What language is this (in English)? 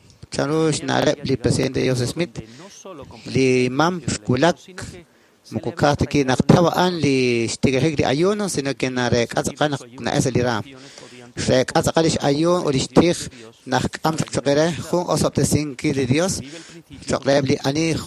Kekchí